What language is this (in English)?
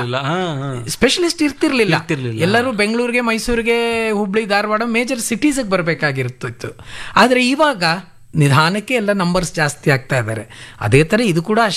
Kannada